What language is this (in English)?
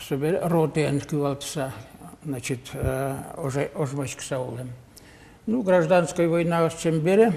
Udmurt